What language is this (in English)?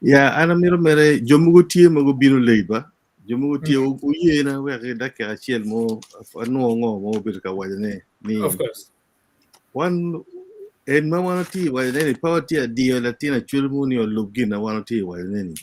Acoli